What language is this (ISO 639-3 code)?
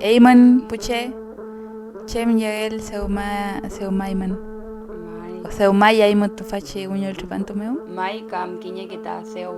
arn